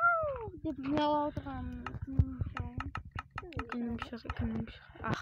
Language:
Kara-Kalpak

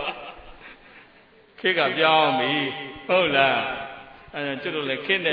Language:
Burmese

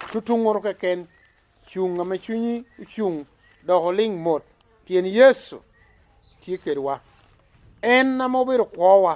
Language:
Lango (Uganda)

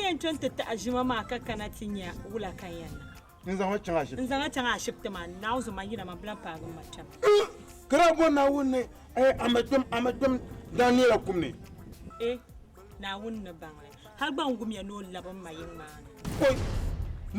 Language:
Dagbani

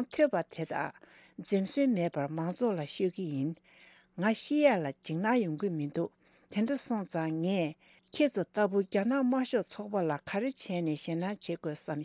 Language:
Tibetan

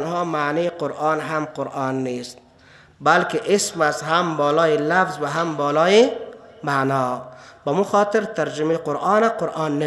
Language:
Persian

